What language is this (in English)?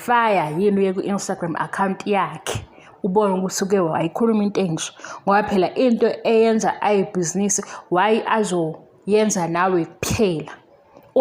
Zulu